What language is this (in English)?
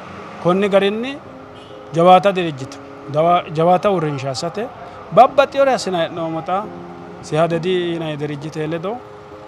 Sidamo